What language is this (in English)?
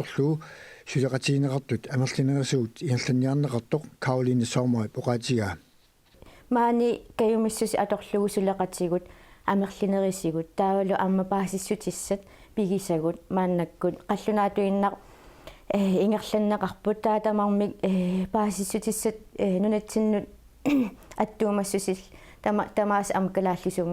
Kalaallisut